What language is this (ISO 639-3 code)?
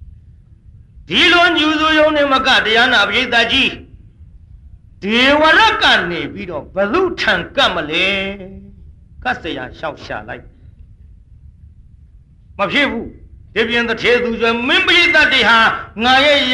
mya